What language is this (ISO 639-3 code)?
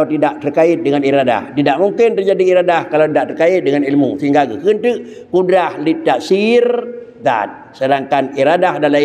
ace